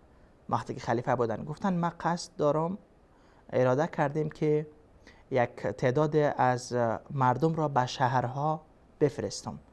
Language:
Persian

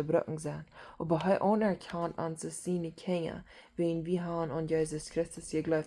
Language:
Plautdietsch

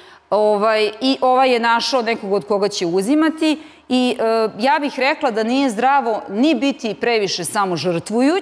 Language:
Serbian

